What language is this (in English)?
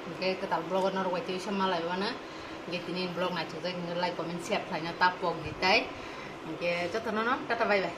Kok Borok